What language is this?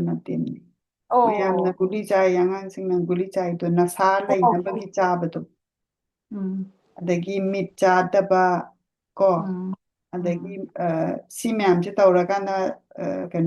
Manipuri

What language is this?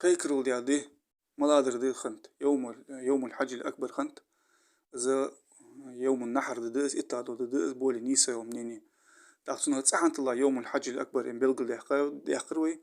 Ingush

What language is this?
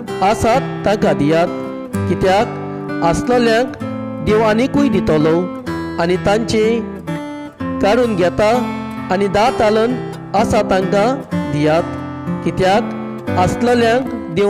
Konkani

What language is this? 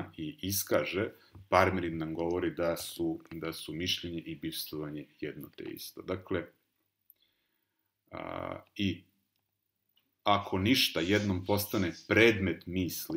Serbian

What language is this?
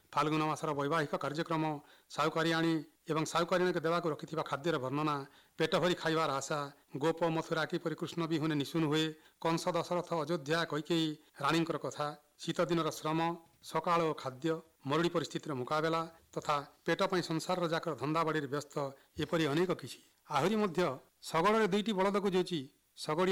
Odia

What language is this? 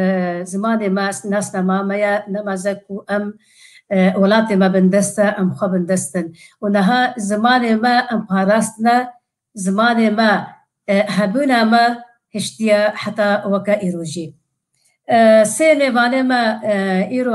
Kurdish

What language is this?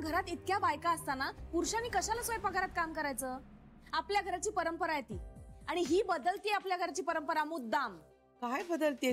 Marathi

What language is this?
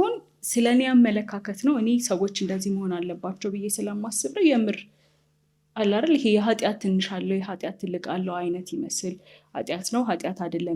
Amharic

